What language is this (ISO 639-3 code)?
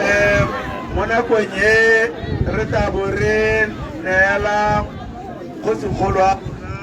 tsn